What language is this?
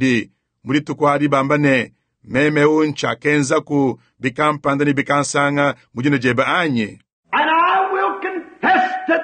Luba-Lulua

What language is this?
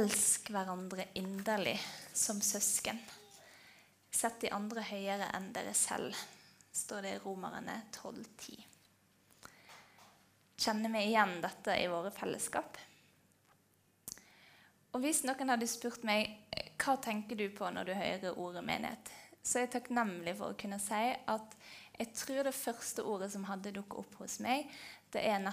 Norwegian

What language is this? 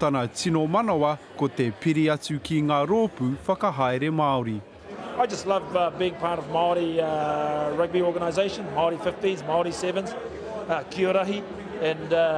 Māori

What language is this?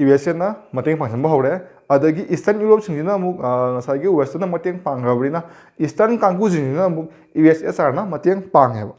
Manipuri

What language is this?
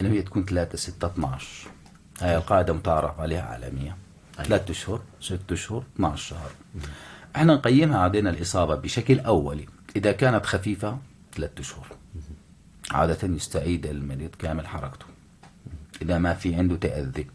North Levantine Arabic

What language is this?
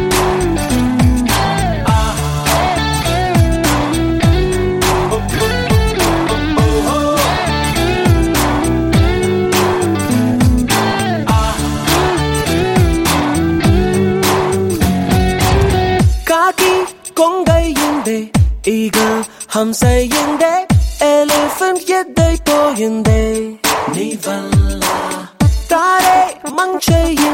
Telugu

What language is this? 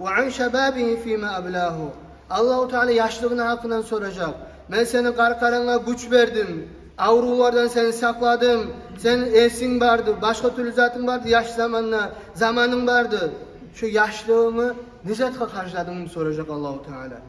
Kumyk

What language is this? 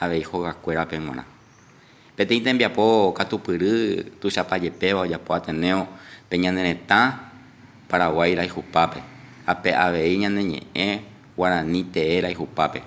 Guarani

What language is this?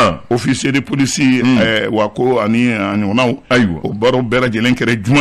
Bambara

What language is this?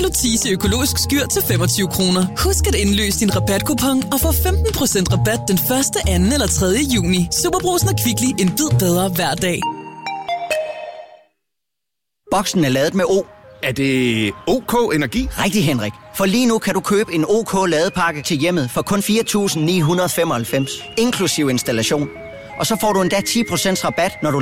Danish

